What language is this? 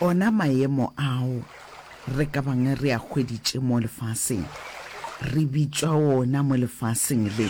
Northern Sotho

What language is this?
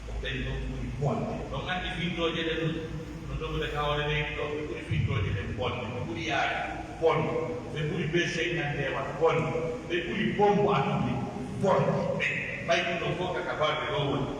Pular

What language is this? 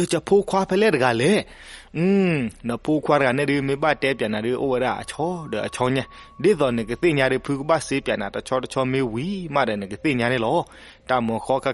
S'gaw Karen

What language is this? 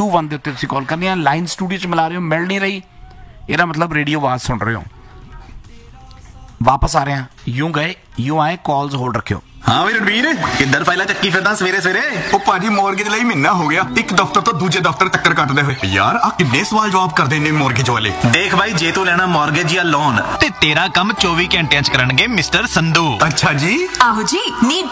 Punjabi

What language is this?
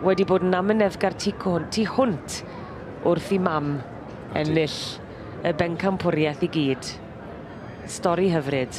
Welsh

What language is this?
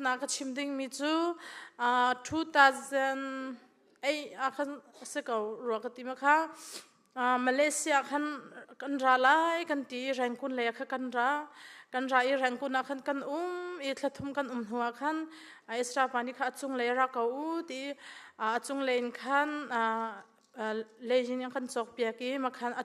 Hakha Chin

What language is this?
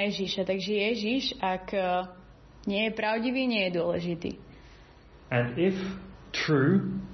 Slovak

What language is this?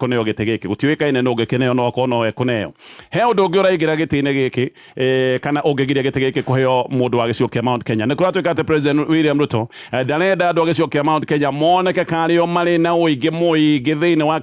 Kikuyu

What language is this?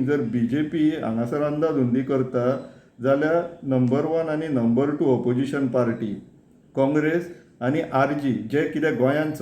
Konkani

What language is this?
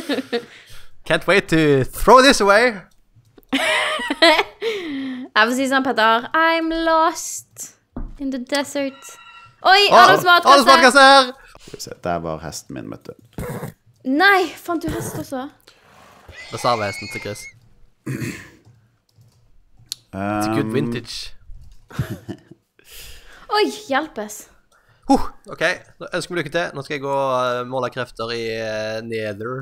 Norwegian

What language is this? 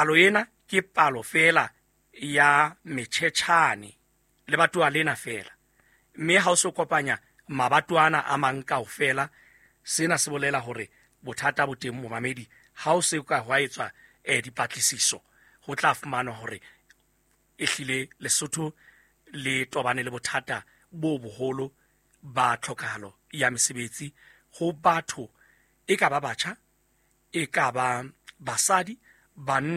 Southern Sotho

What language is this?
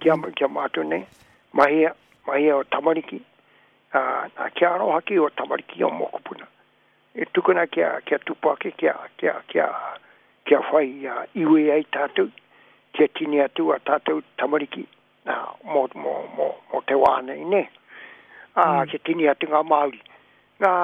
Māori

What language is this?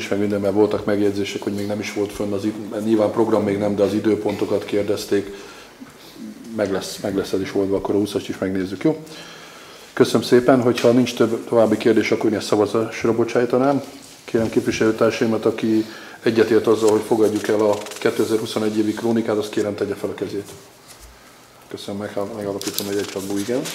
Hungarian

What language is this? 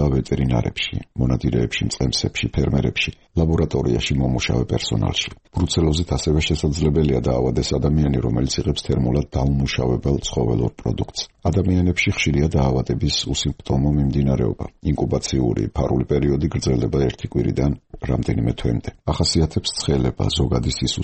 Georgian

